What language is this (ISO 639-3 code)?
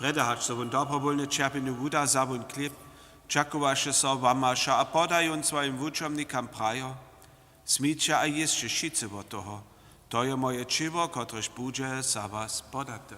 hsb